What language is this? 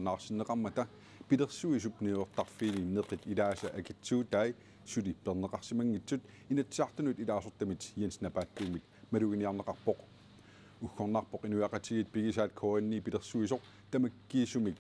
Kalaallisut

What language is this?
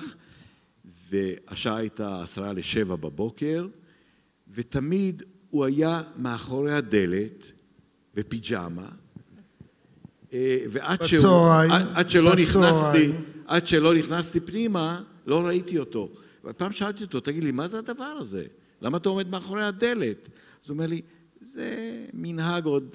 Hebrew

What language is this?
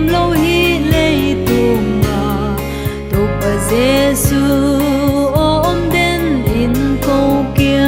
Paite Chin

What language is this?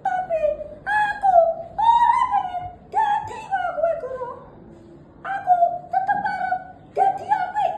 Javanese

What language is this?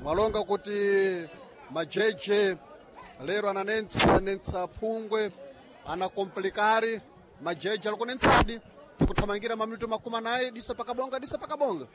Sena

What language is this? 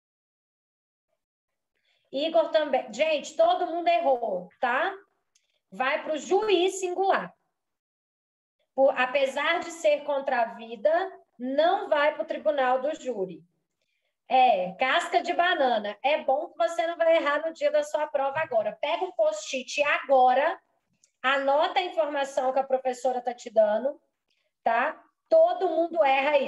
Portuguese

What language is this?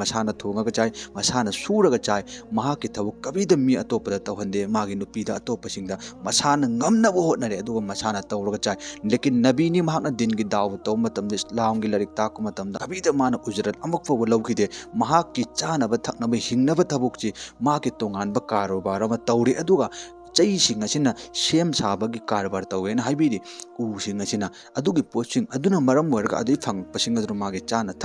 Manipuri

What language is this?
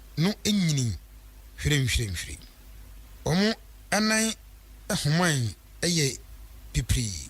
Akan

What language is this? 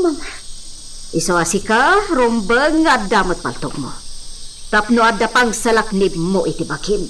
Iloko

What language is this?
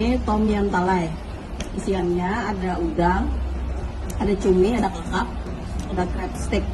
Banjar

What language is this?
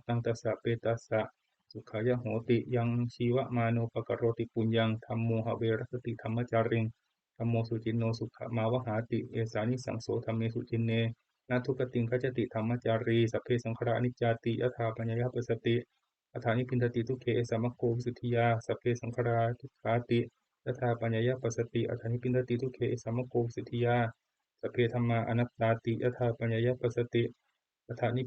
Pali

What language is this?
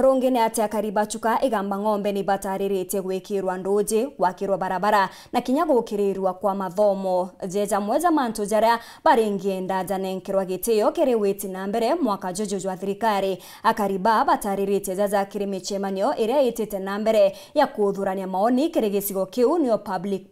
Meru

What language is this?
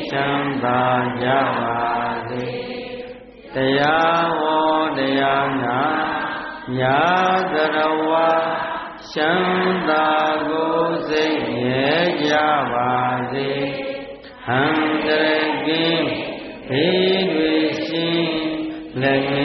Burmese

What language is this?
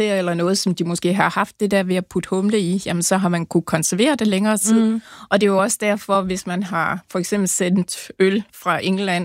Danish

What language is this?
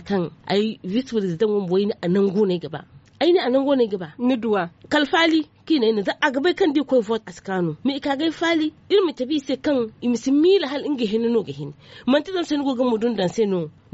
Zarma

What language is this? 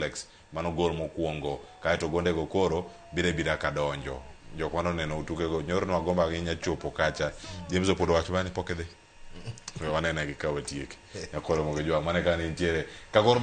Luo (Kenya and Tanzania)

